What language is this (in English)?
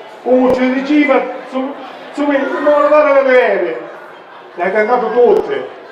Sicilian